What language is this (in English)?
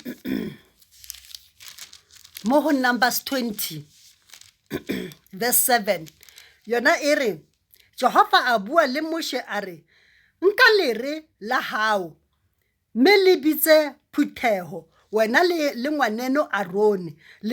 Southern Sotho